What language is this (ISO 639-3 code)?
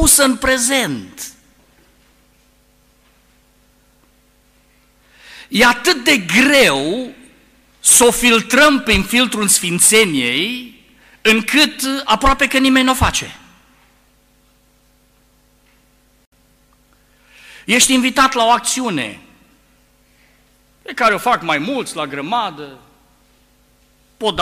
ron